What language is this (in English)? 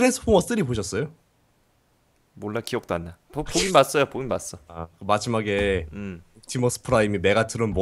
Korean